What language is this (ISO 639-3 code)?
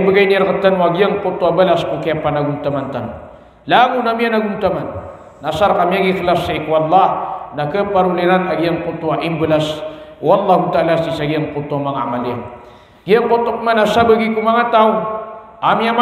mrw